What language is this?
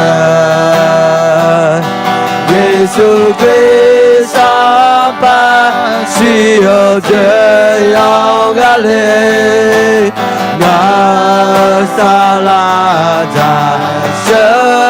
Akha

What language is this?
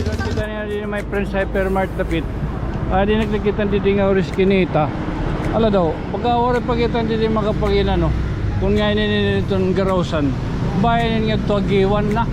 Waray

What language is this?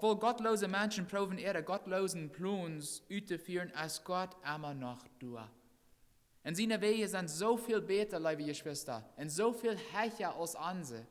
Plautdietsch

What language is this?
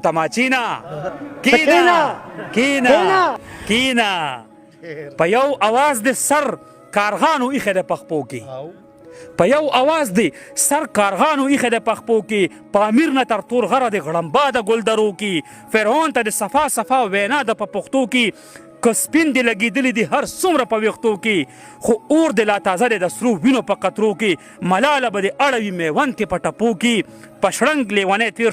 Pashto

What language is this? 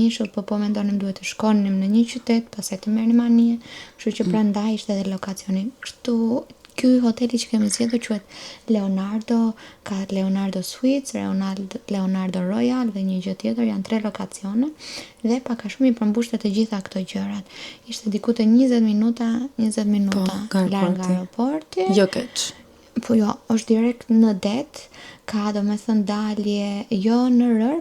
Albanian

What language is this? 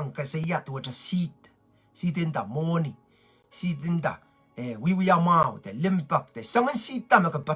Pohnpeian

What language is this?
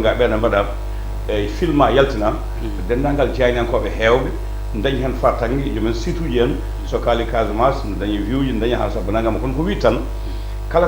Fula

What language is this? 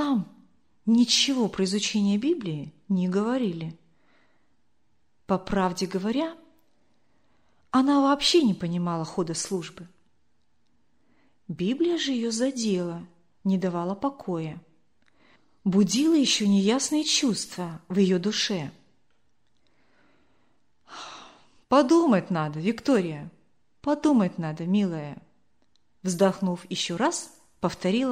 Russian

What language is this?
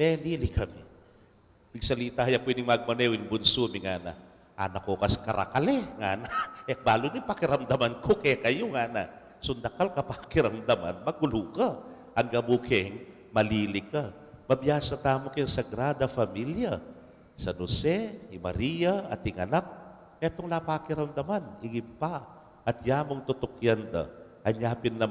Pampanga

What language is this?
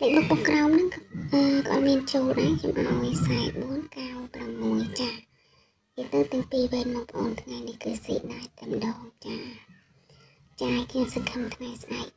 Khmer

